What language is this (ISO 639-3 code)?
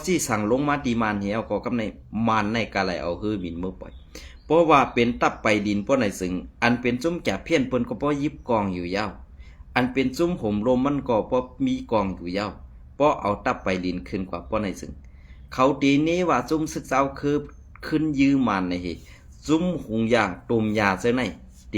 shn